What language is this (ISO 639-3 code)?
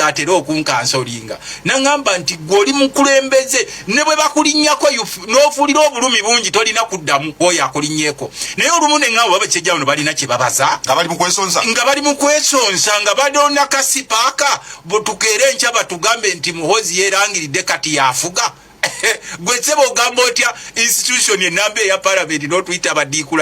lug